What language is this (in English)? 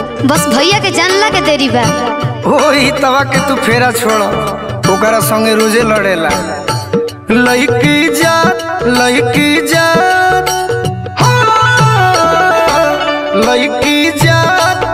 Bhojpuri